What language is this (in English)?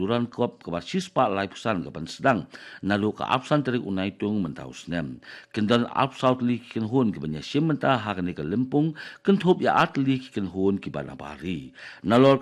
Khasi